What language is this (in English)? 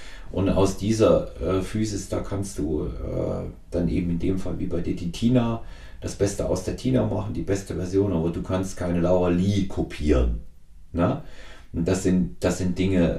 German